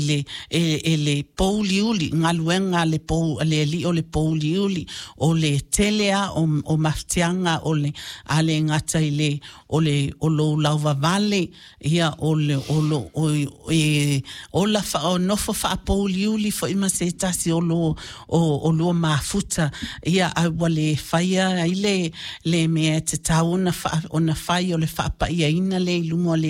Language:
Samoan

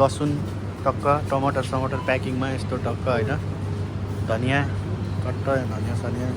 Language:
Nepali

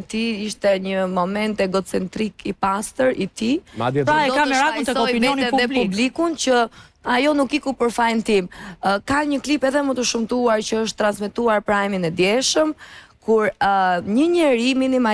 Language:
Albanian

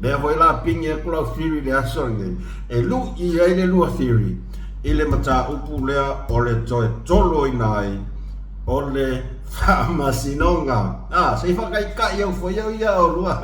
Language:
Samoan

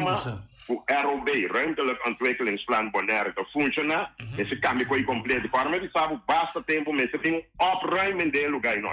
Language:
Papiamento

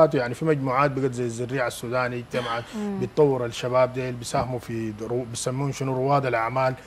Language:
Sudanese Arabic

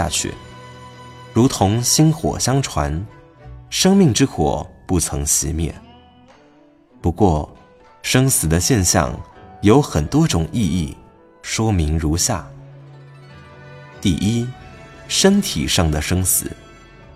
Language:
Chinese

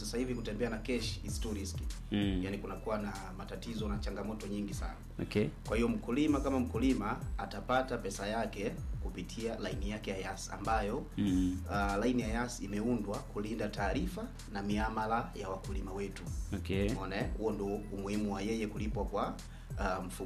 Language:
Swahili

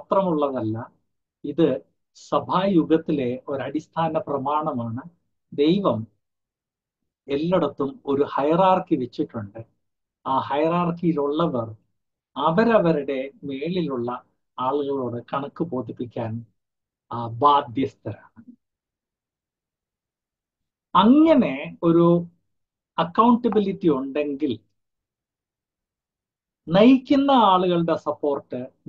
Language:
Malayalam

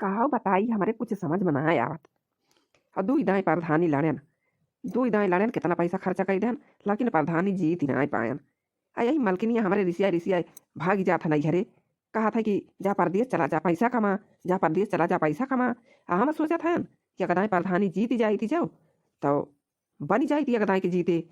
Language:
Awadhi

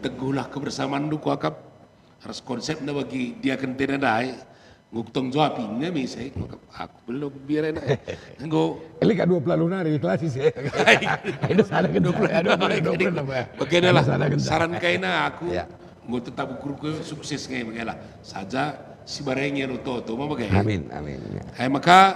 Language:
Batak Karo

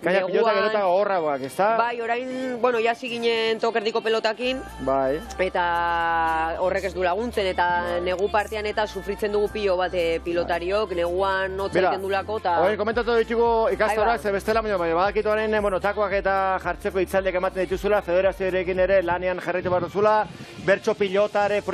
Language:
Basque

